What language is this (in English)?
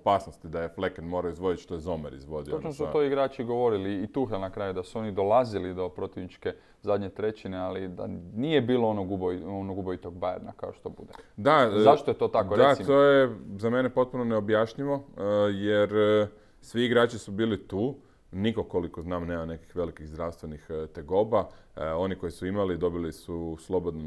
Croatian